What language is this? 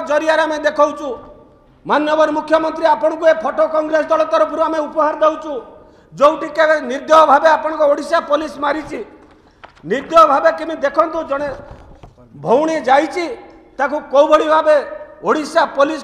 Odia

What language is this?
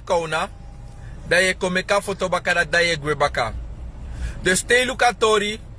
Sranan Tongo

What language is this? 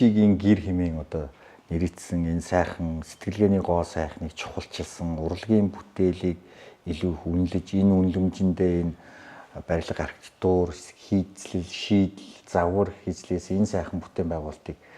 Mongolian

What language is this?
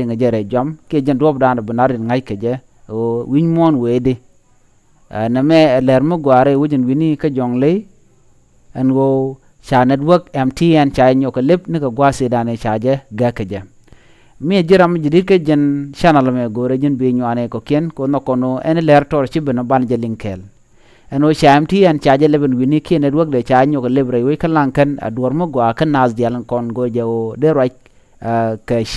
Nuer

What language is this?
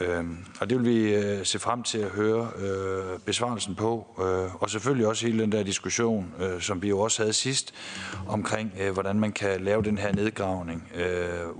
Danish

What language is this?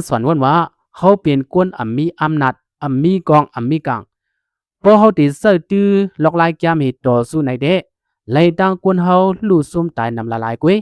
Shan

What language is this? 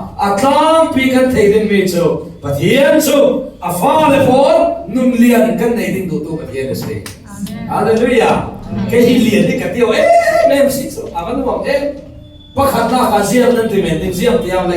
Falam Chin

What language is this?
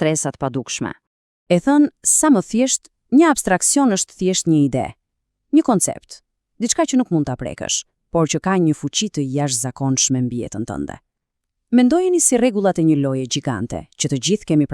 Albanian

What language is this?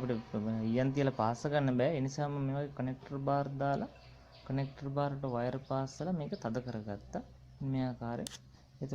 Sinhala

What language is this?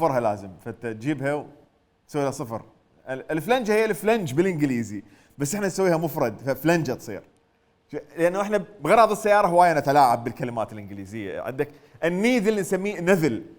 Mesopotamian Arabic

